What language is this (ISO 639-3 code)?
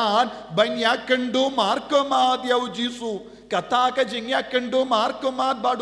kha